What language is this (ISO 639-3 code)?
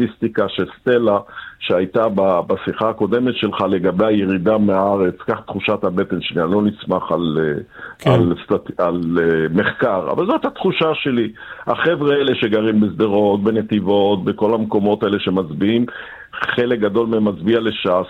heb